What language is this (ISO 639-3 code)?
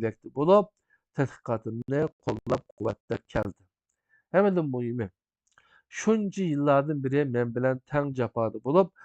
uig